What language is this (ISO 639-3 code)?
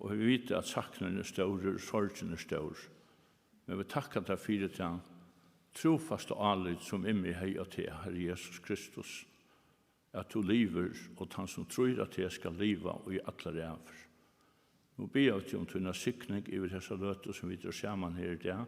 fao